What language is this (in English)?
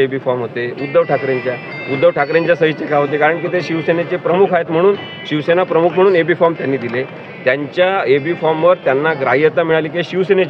Marathi